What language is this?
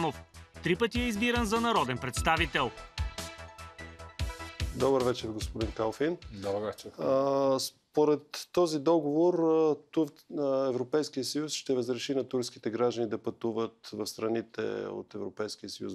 Bulgarian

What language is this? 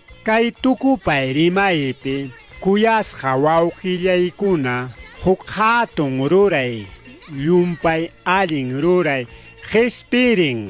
Ayacucho Quechua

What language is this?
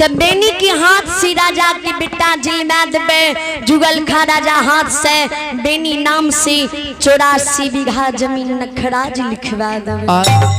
Maithili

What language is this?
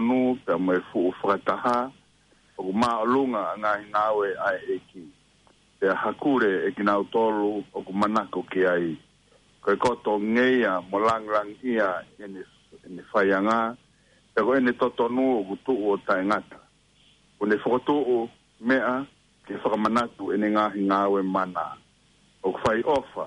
Tongan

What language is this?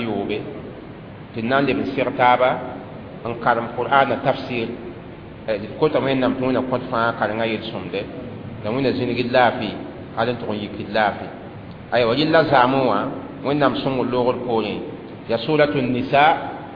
Mossi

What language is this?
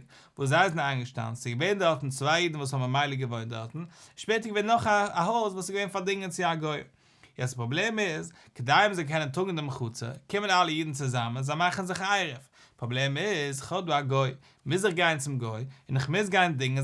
Yiddish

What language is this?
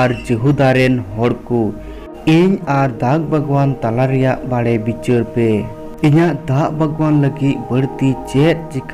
Santali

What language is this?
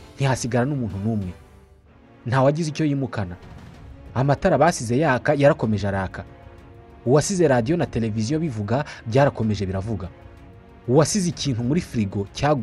Kinyarwanda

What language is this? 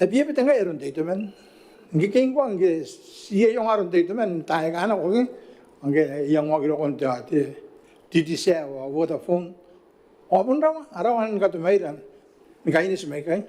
Gilbertese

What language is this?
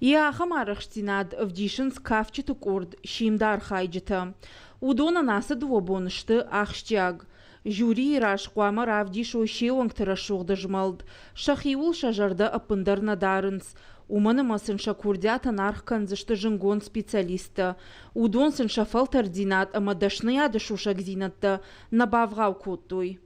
Ossetic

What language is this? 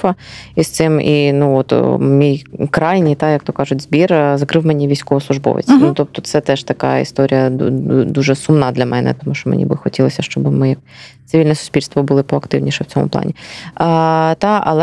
Ukrainian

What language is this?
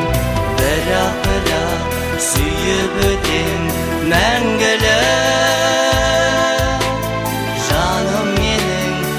Kazakh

